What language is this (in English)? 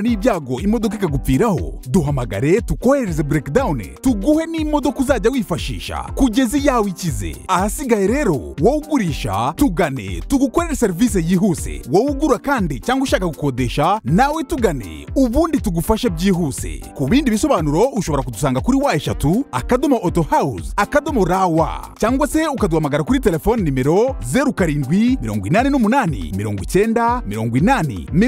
Kinyarwanda